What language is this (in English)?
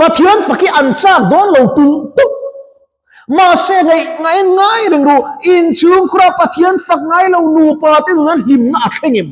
Mizo